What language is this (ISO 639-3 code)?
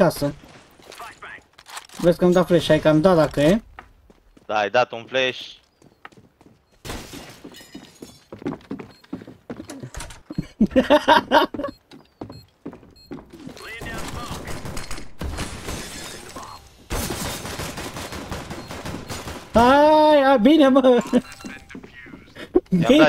ron